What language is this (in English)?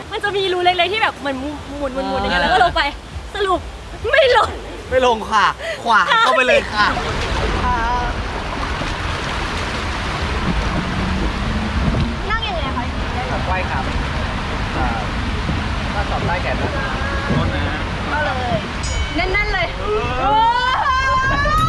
Thai